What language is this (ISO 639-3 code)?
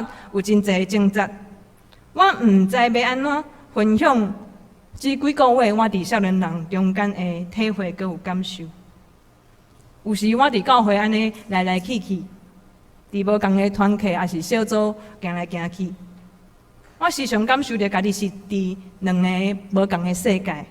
nan